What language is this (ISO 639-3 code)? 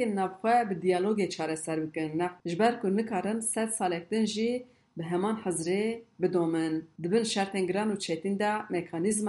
kur